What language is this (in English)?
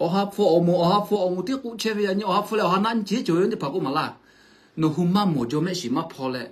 Lahu